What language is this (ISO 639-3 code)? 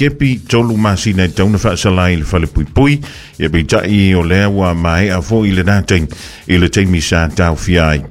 smo